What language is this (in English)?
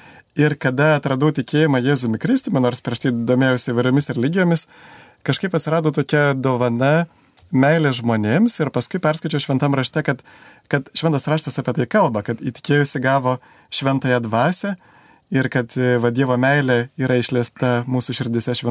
Lithuanian